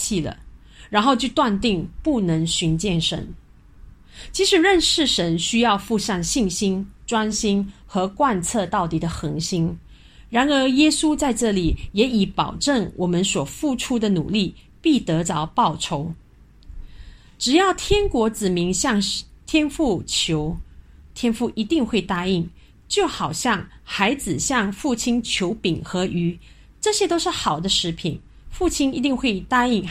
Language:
Chinese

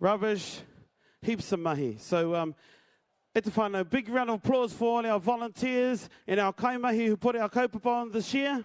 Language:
Māori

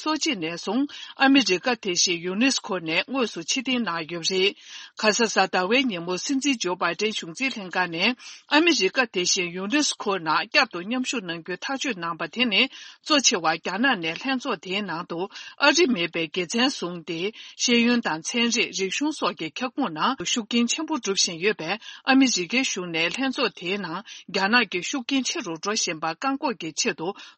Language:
Tibetan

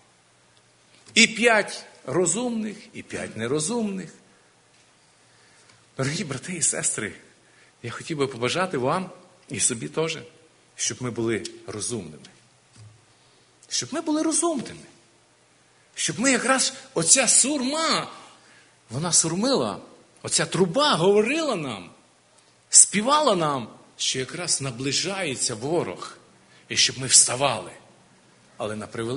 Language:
Ukrainian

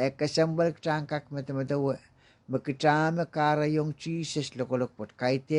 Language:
Pohnpeian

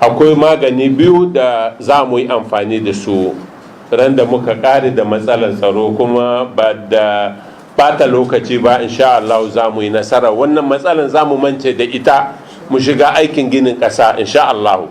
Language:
Hausa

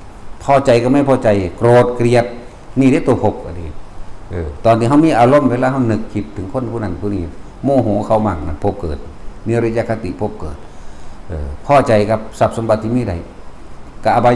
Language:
Northeastern Thai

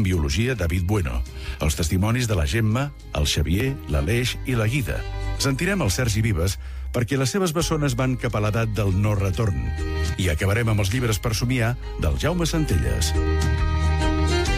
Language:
Catalan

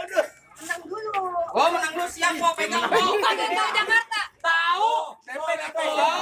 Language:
Betawi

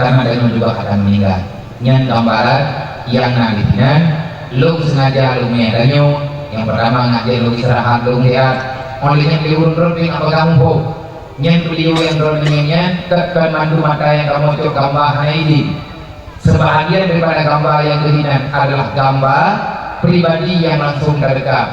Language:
Achinese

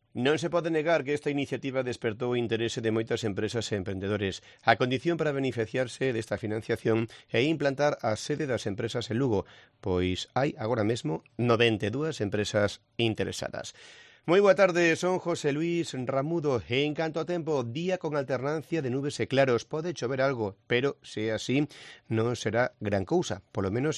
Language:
Galician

